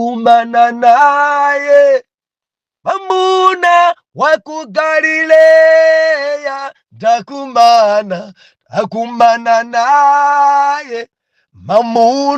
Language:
Nyanja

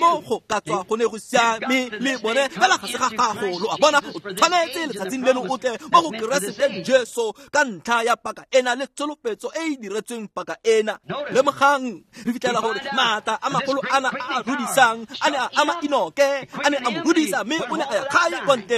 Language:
Tswana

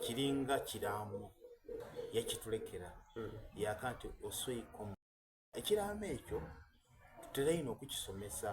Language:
Soga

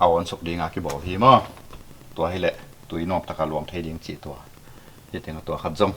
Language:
Tedim Chin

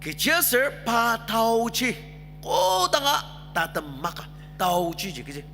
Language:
Ao Naga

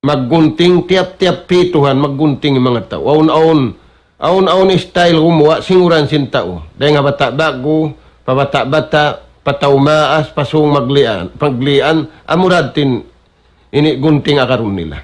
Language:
Tausug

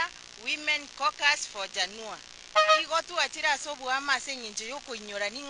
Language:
Gusii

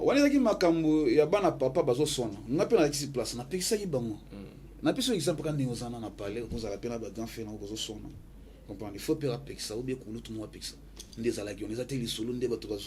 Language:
Lingala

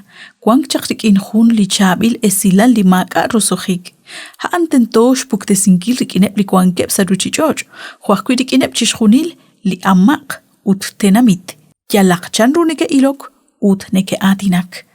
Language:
Kekchí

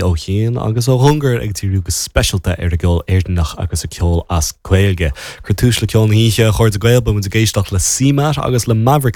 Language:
Irish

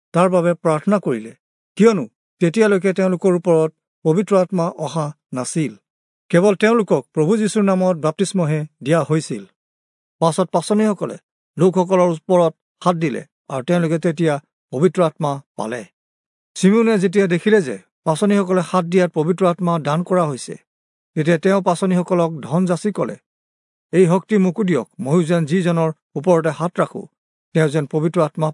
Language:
Assamese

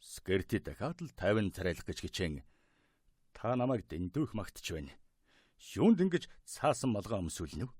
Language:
Mongolian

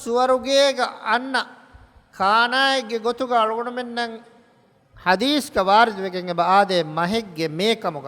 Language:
Divehi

